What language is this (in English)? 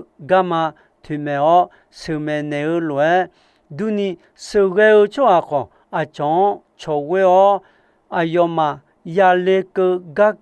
Akha